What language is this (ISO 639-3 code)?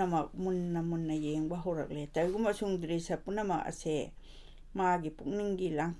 mni